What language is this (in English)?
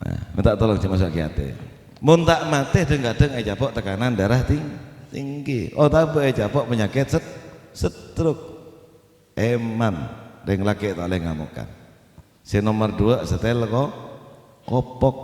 Madurese